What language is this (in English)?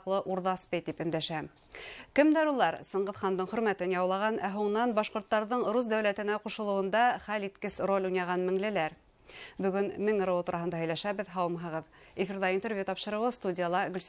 Bashkir